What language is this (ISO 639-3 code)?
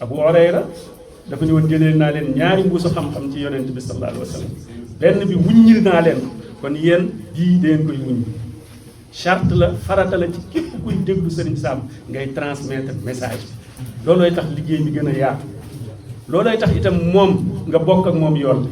wol